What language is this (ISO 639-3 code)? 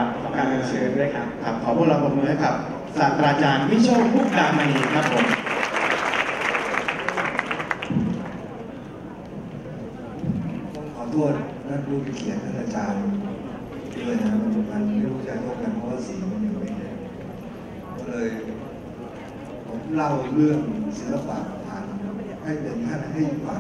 tha